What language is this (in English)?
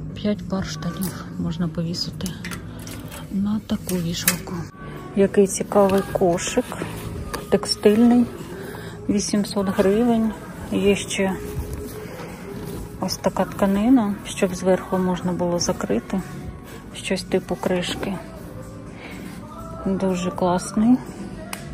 Ukrainian